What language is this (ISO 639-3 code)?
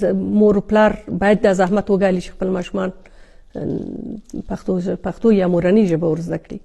pus